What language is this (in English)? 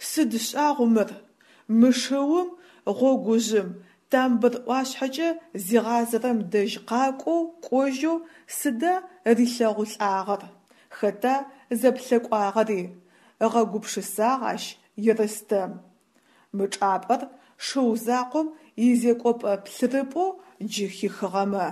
Adyghe